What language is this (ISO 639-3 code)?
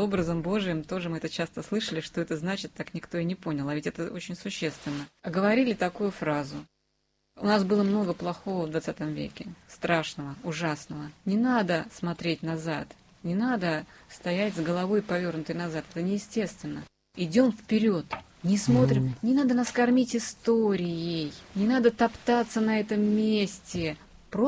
rus